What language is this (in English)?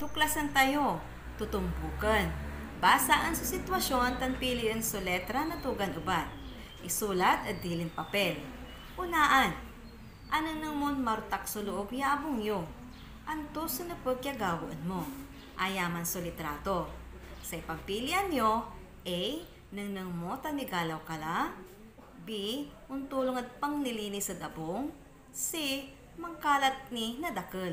Pangasinan